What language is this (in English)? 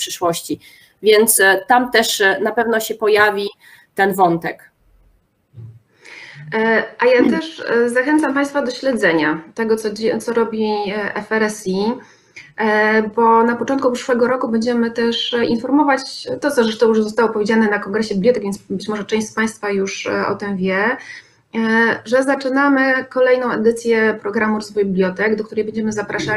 Polish